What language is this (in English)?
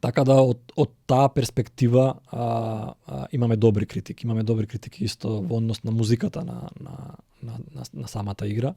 Macedonian